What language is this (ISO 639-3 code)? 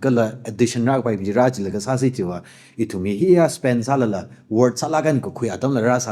nmf